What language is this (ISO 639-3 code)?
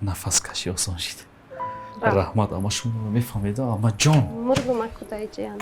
tgk